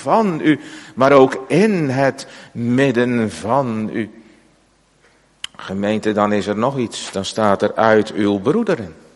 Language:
Dutch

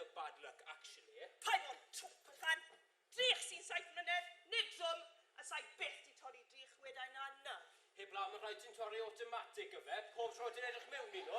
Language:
Welsh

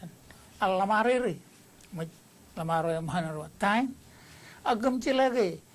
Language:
Marshallese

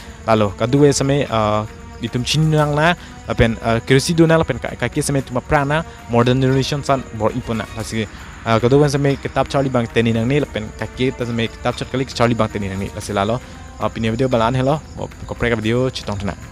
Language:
Karbi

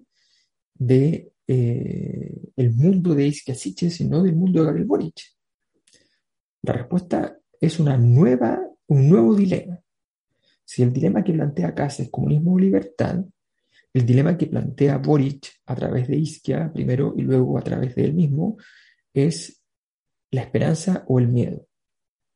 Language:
Spanish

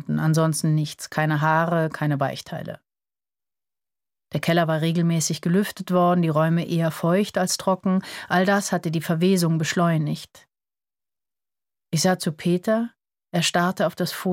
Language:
German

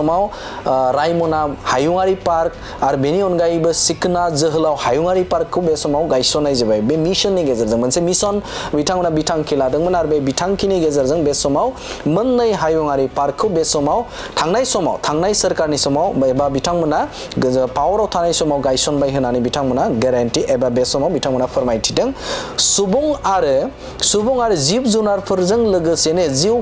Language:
Bodo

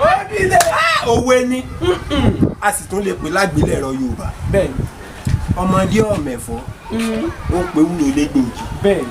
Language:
Yoruba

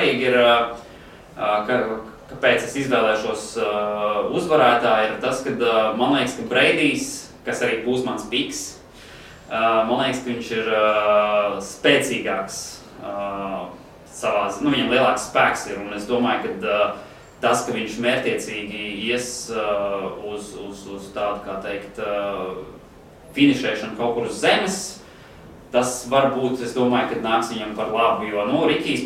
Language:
Latvian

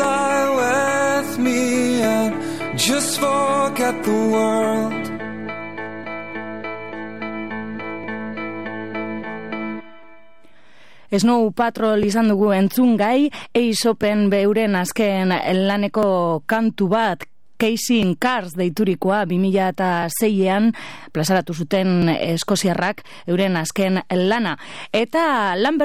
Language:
Basque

